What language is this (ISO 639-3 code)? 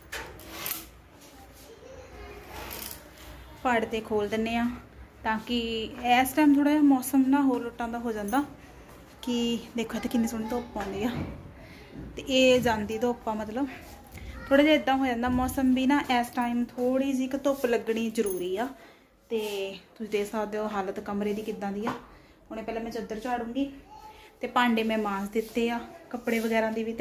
pan